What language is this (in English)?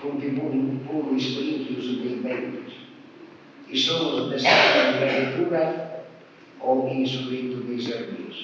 Sardinian